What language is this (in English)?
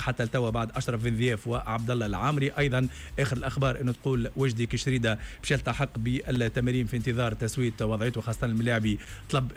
Tunisian Arabic